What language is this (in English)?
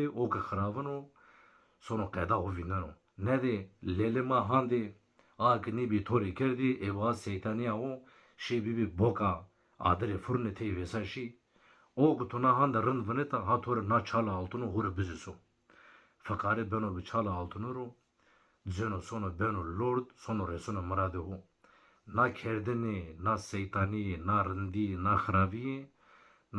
Zaza